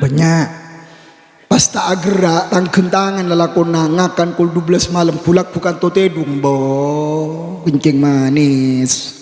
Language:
Madurese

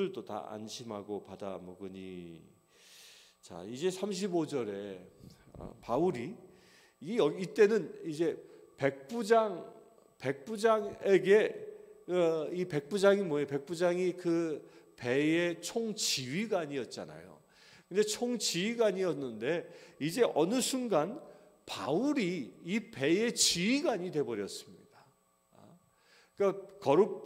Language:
Korean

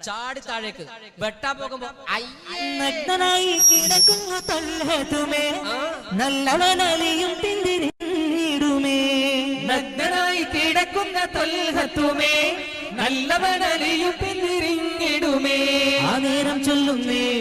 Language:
Malayalam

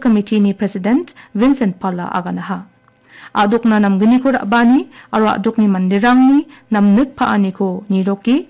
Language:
Garo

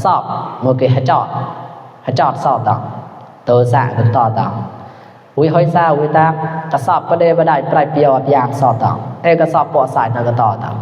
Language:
Mon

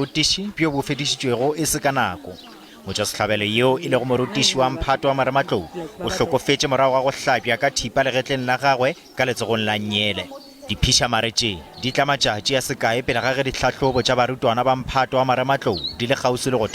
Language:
Northern Sotho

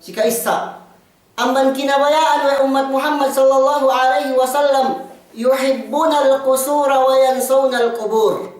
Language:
Yakan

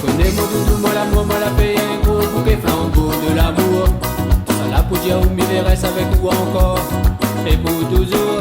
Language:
Réunion Creole French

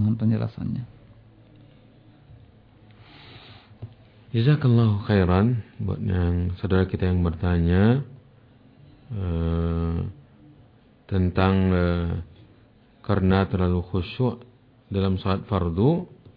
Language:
Indonesian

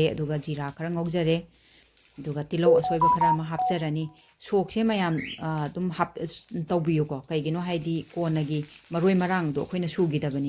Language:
Manipuri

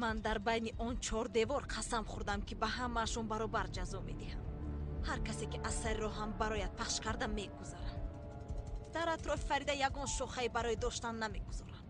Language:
Tajik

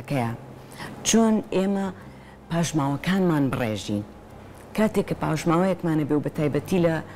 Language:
Central Kurdish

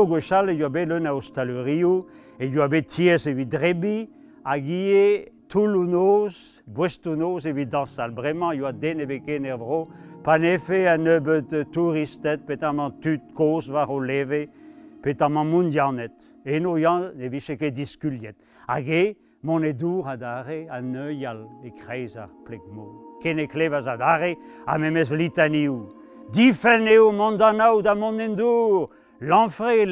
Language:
Breton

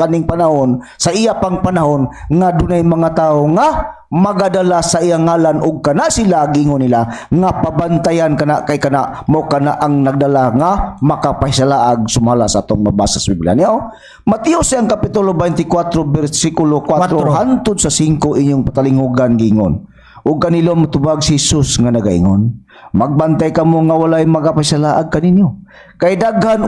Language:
Cebuano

